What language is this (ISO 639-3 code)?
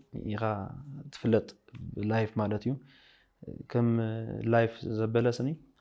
tir